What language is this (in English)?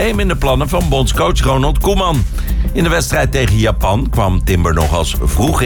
Dutch